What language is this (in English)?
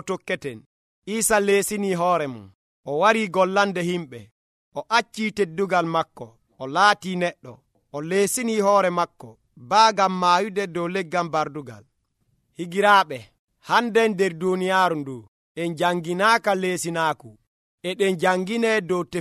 Nigerian Fulfulde